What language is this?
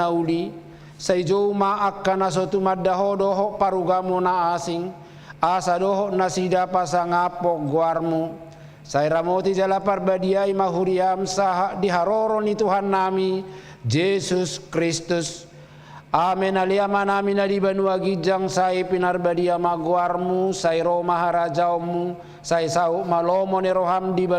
Batak Toba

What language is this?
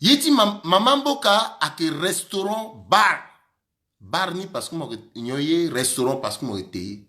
Sango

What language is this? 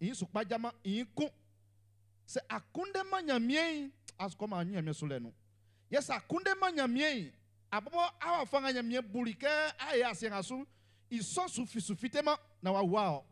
Baoulé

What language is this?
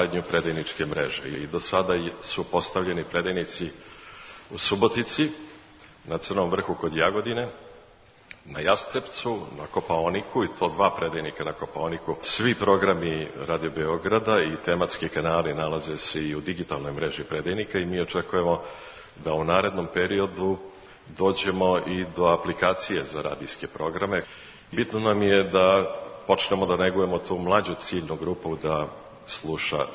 Serbian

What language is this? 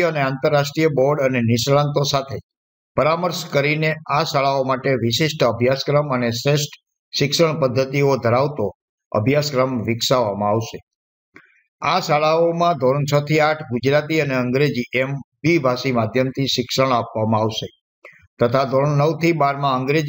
Gujarati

